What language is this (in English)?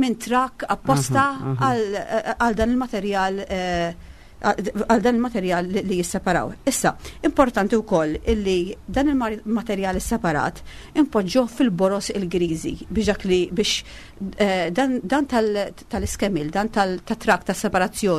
Maltese